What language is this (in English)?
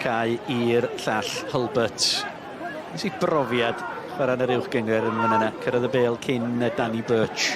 Welsh